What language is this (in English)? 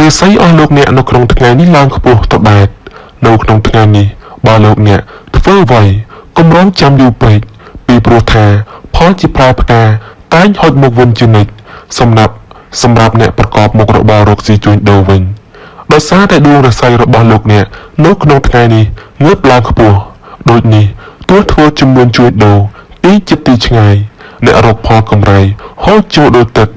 Khmer